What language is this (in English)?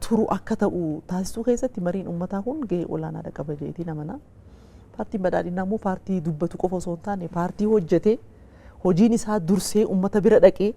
Oromo